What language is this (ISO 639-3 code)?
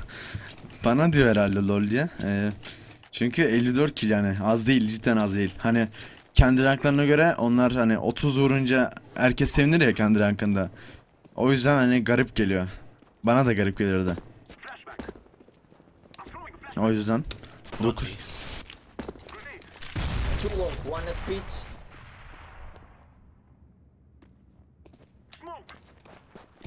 tur